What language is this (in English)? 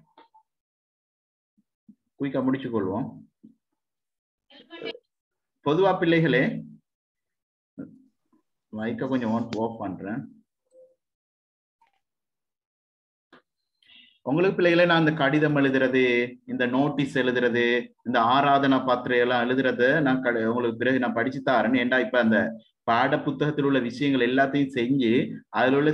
Tamil